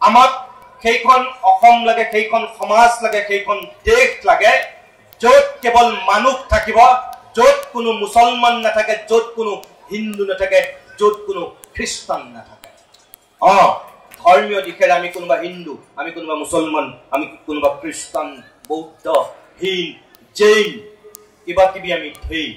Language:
Assamese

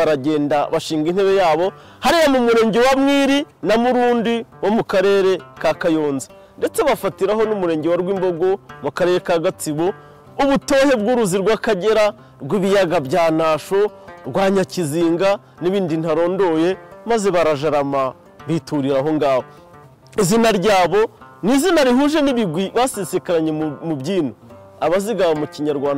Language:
Kinyarwanda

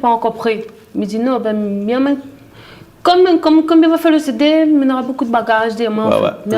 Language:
Réunion Creole French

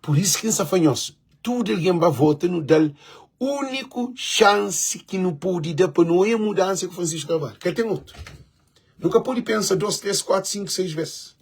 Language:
Kabuverdianu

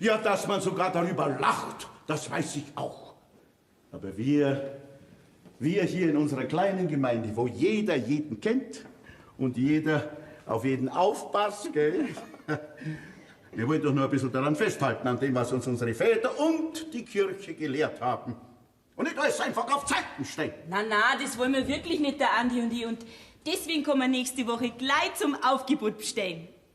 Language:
Bavarian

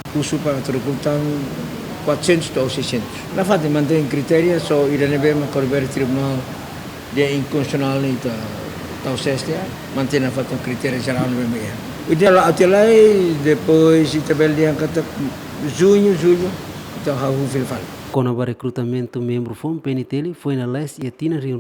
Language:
Tetum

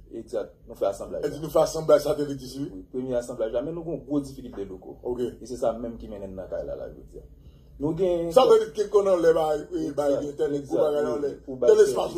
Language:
Haitian Creole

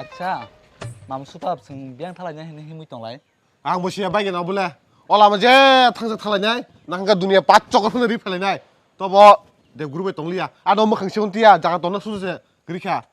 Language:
Kok Borok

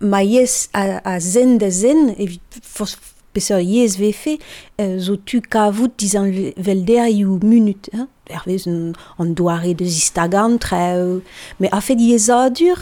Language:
Breton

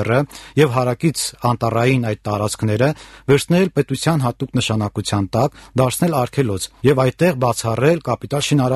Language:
Armenian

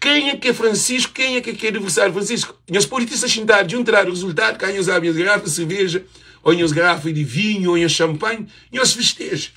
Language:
Kabuverdianu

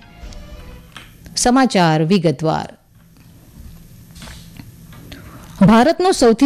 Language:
Gujarati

